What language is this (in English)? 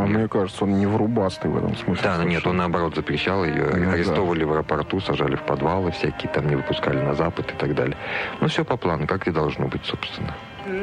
Russian